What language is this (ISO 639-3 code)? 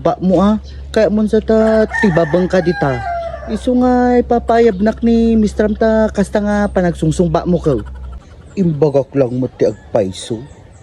ilo